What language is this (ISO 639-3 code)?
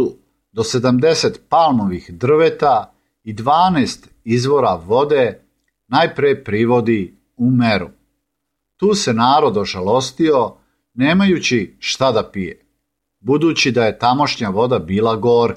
srp